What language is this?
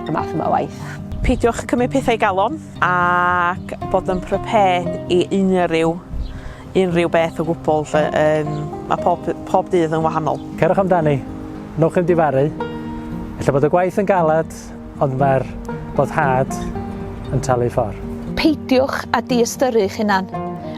Welsh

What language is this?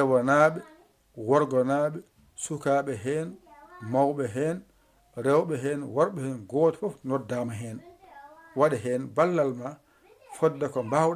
Fula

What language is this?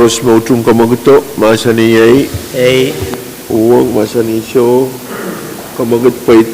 Pohnpeian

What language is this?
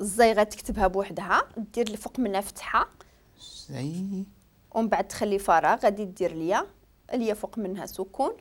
Moroccan Arabic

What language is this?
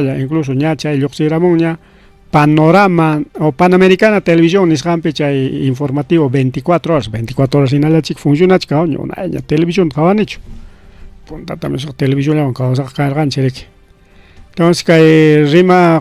Ayacucho Quechua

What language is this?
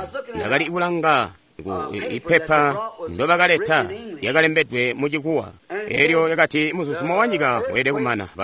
Tonga (Zambia)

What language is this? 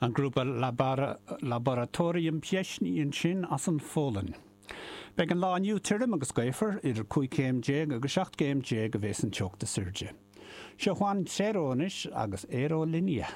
Irish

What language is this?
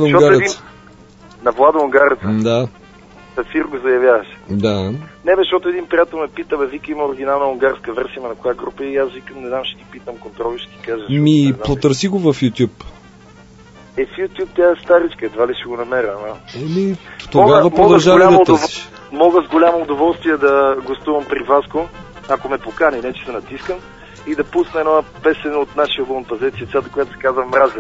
Bulgarian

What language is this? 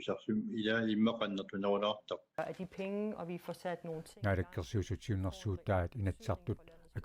Kalaallisut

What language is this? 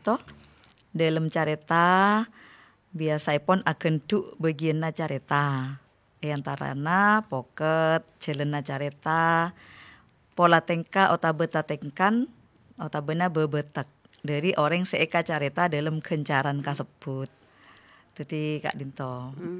Madurese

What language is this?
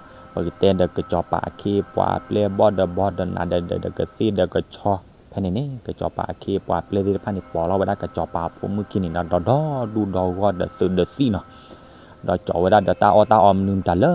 S'gaw Karen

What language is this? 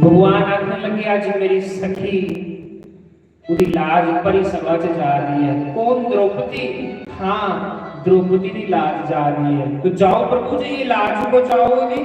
Dogri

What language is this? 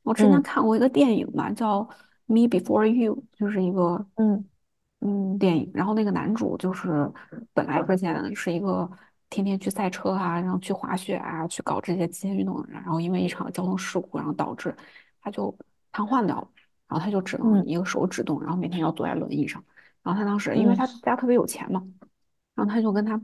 Chinese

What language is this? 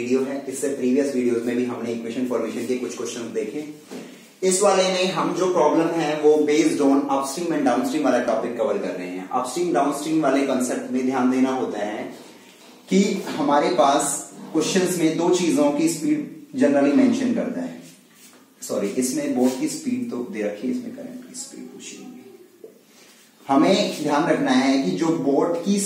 Hindi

